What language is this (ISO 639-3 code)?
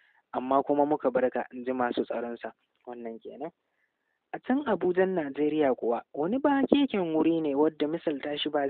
hau